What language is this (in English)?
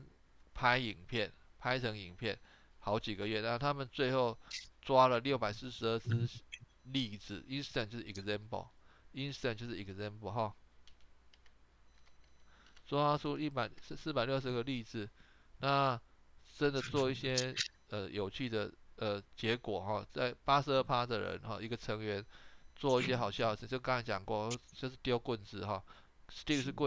Chinese